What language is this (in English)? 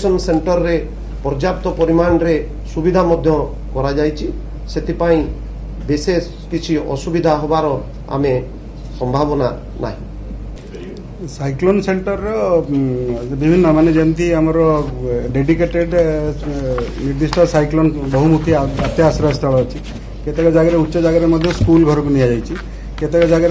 Odia